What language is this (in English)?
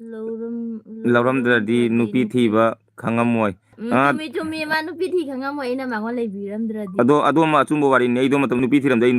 Manipuri